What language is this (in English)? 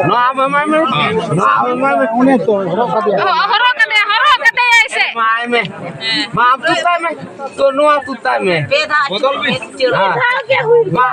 Santali